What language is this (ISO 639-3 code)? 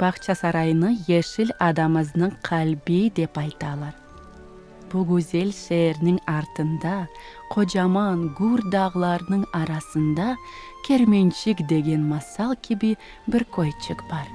crh